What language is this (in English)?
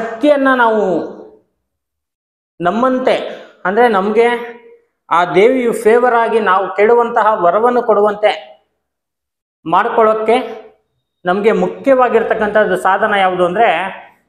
Kannada